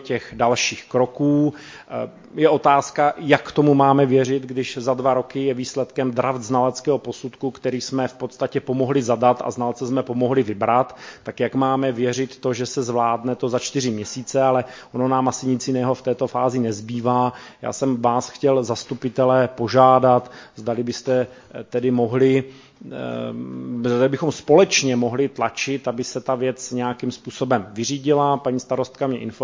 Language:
Czech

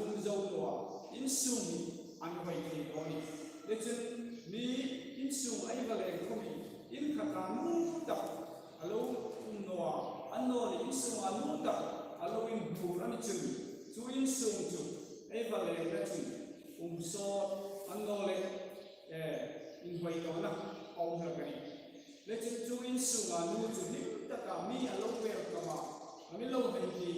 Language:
Hmar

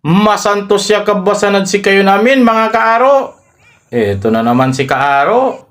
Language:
Pangasinan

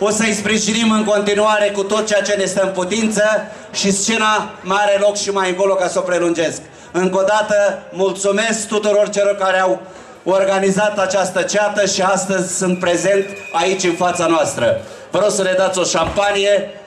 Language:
Romanian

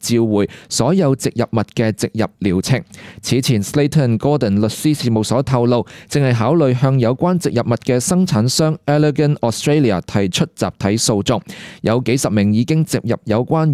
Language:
Cantonese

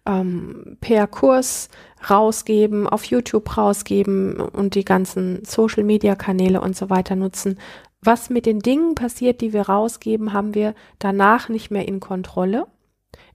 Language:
German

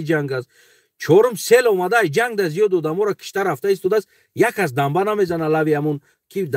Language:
Tajik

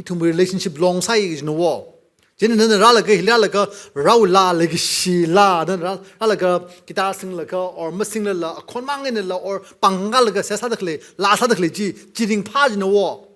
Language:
Tangkhul Naga (India)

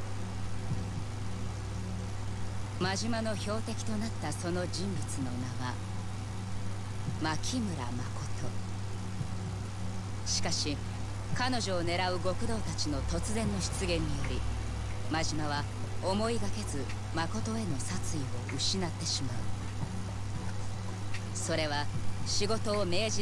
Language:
Japanese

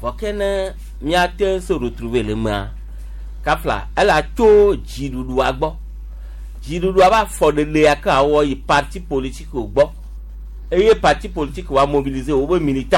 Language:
Gen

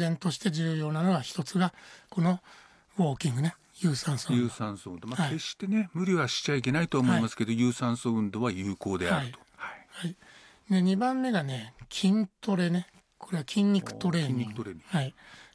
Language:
Japanese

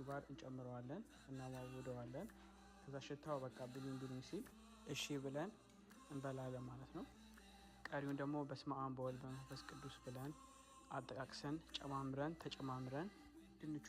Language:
Amharic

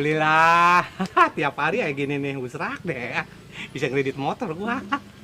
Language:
Betawi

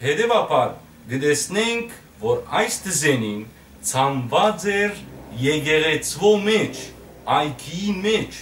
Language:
Western Armenian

